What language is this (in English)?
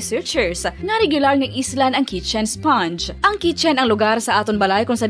Hiligaynon